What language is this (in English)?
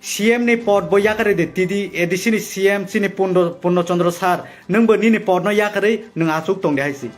Kok Borok